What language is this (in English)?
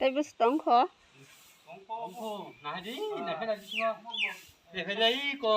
Kok Borok